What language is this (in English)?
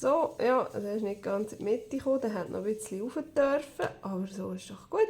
Swiss German